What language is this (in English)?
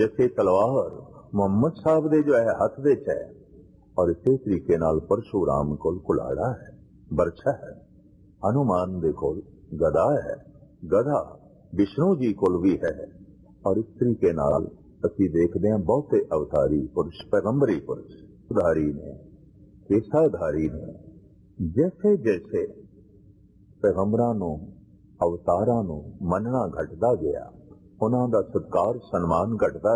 Punjabi